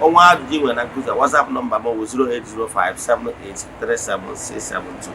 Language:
Igbo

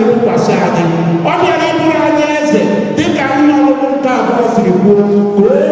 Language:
Igbo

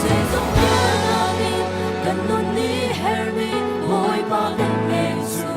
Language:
Hakha Chin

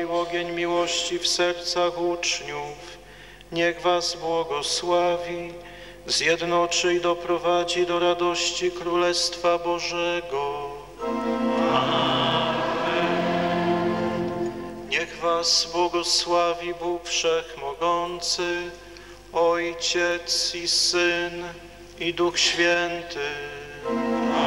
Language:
Polish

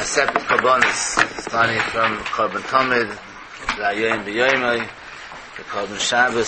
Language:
Yiddish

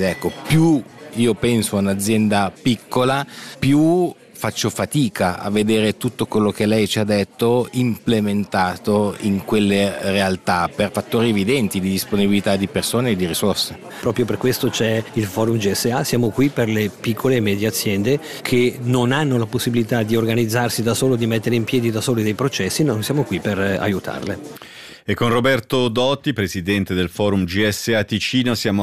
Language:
Italian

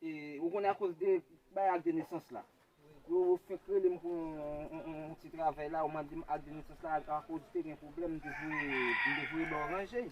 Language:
Haitian Creole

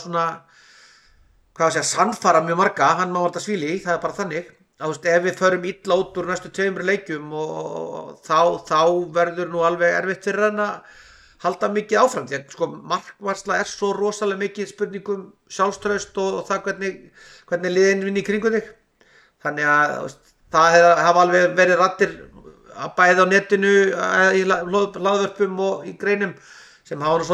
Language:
Icelandic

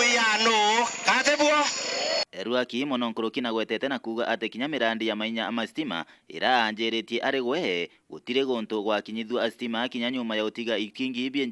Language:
Meru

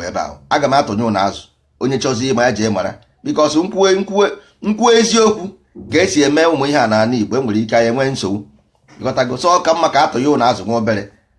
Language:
Igbo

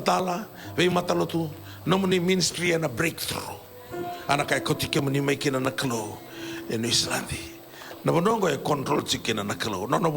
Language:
Fijian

